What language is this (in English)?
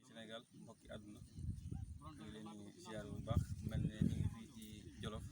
Wolof